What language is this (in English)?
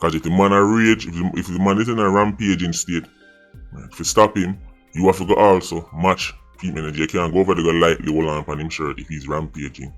Jamaican Creole English